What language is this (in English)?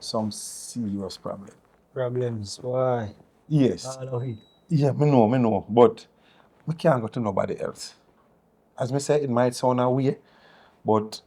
Jamaican Creole English